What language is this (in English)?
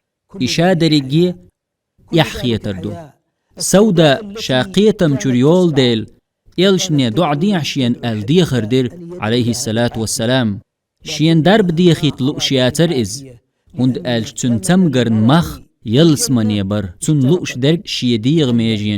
Chechen